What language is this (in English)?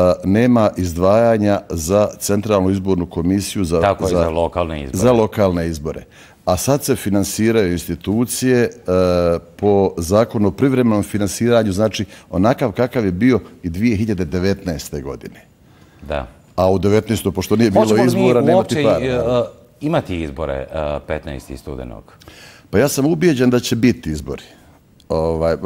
Bosnian